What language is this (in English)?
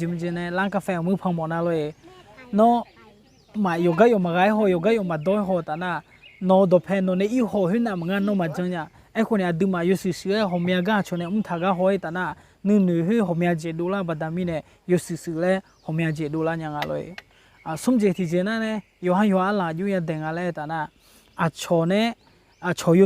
Akha